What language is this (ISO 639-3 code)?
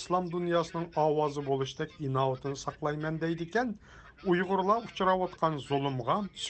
uig